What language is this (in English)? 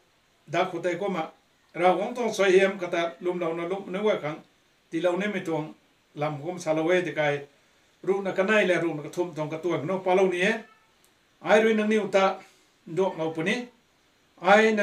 Rongmei Naga